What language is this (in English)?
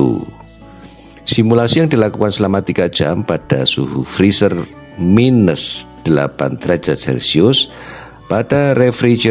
Indonesian